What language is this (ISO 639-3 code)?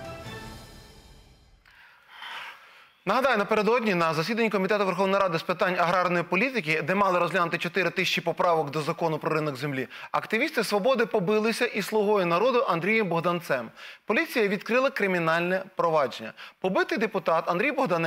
ukr